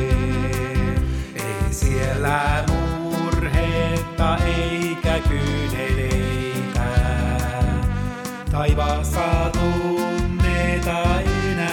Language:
Finnish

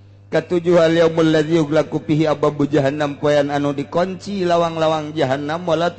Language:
Sundanese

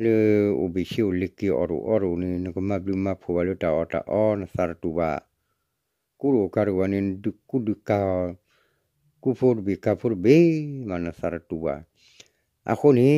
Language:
S'gaw Karen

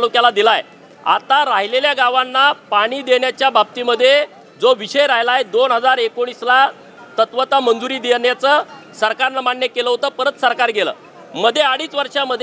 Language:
Marathi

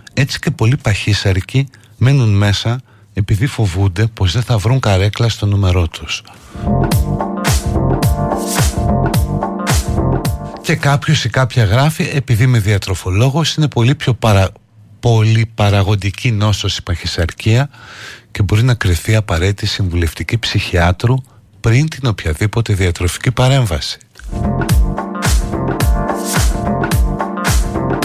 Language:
Greek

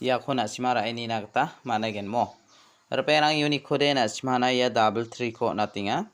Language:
Garo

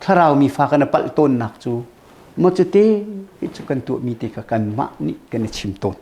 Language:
Hakha Chin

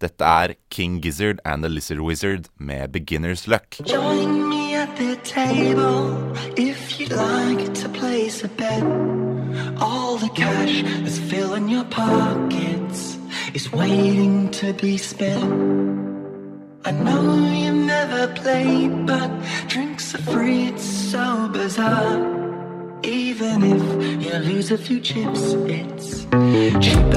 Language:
Norwegian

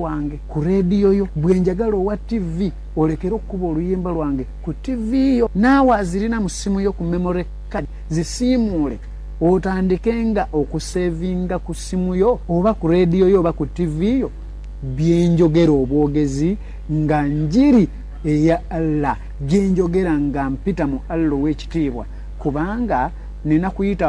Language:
Ganda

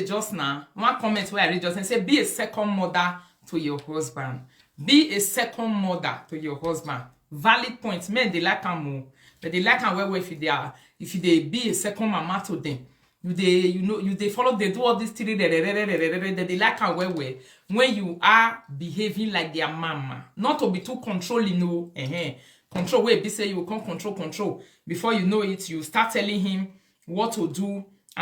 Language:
Nigerian Pidgin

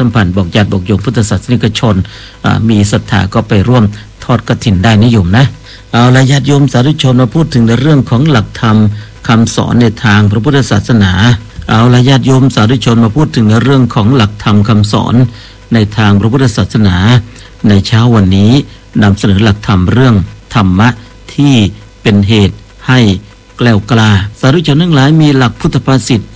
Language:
Thai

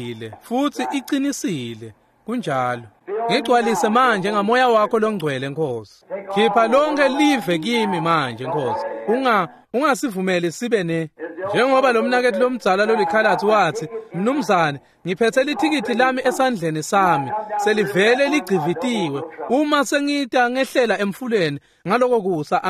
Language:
Swati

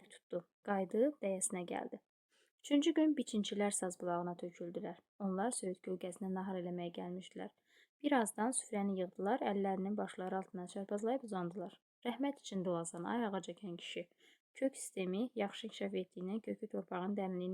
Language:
Azerbaijani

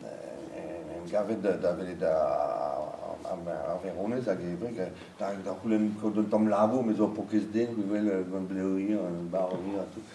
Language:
Breton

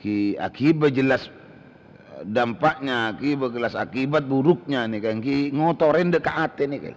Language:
Madurese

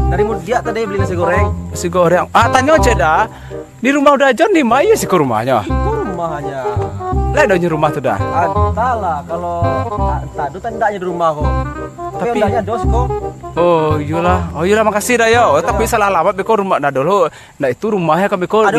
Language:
Minangkabau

